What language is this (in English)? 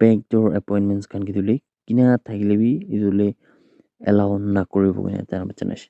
Naga Pidgin